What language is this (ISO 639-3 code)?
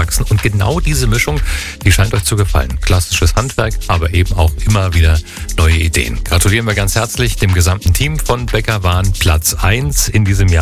deu